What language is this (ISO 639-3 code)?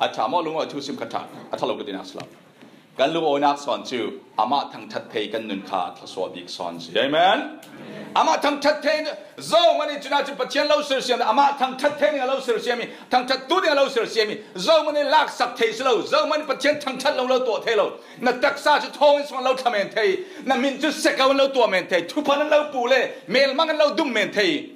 cfm